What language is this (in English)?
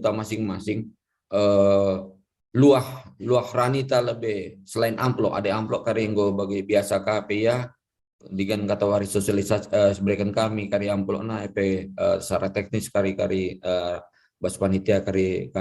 Batak Karo